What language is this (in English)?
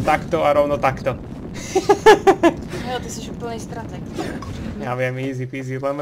Slovak